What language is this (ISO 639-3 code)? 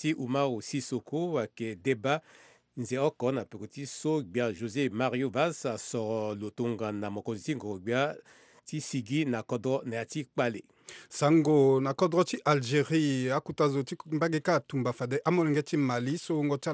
sag